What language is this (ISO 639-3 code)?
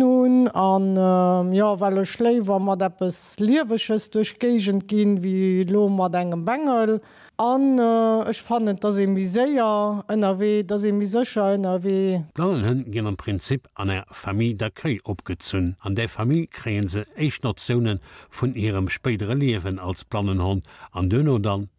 ltz